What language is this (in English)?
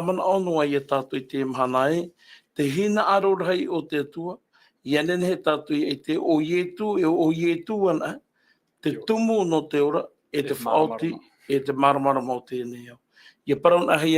Tahitian